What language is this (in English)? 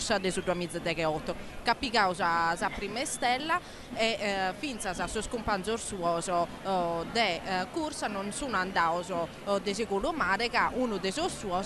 Sardinian